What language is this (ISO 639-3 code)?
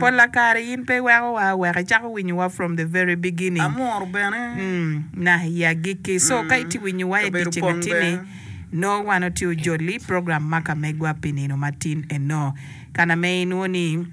ach